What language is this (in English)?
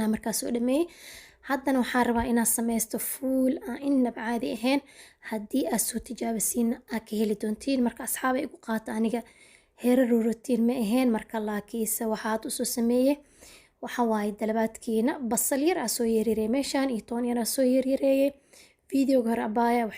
Somali